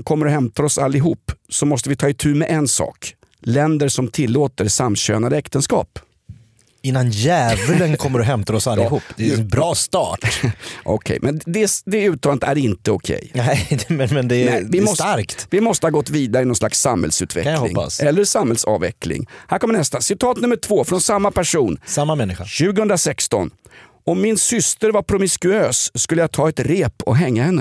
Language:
Swedish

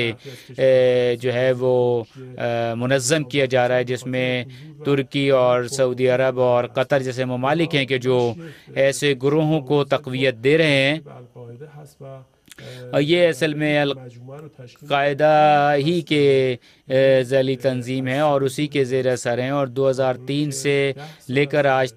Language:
Urdu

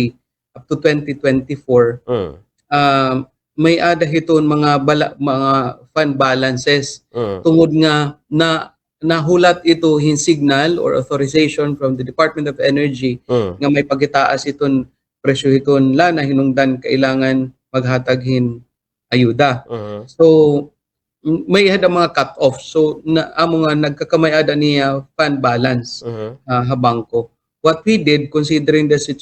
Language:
Waray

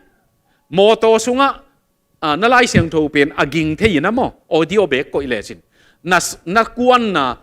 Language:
Tedim Chin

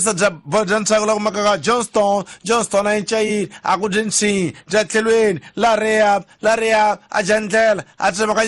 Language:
Tsonga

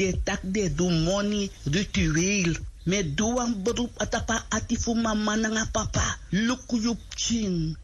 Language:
Sranan Tongo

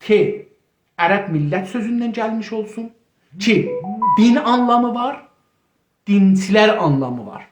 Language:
South Azerbaijani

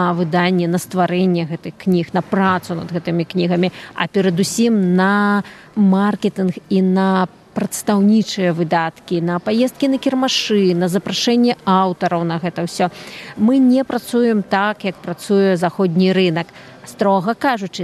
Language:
Belarusian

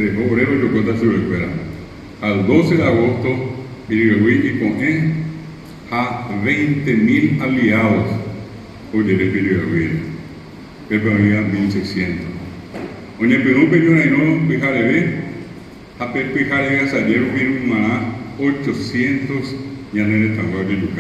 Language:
Guarani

